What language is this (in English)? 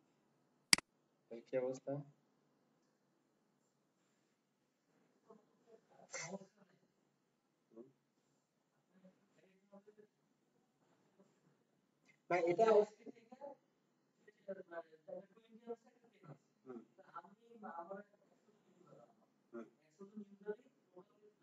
Bangla